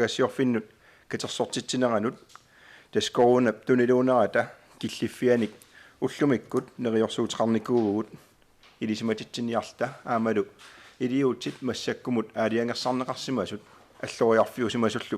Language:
Kalaallisut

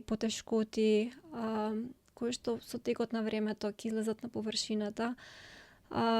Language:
Macedonian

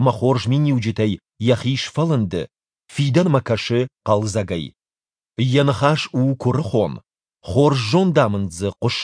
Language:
Ossetic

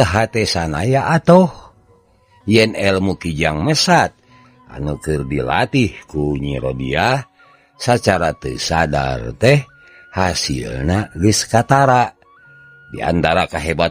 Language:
Sundanese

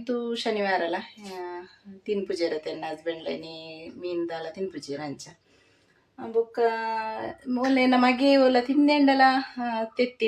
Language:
Tulu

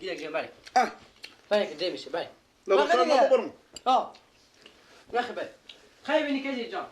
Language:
Persian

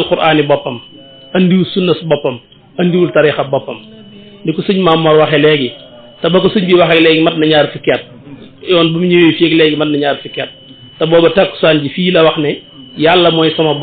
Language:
Wolof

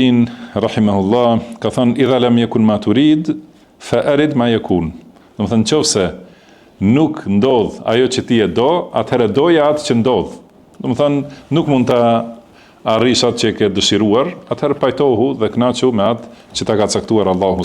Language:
Albanian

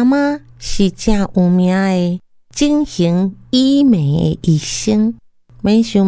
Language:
Min Nan Chinese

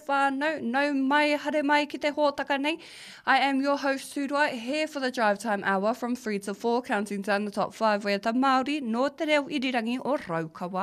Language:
Māori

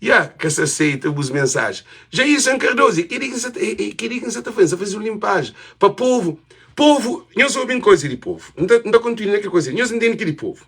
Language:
Kabuverdianu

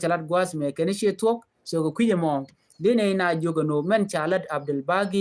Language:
Nuer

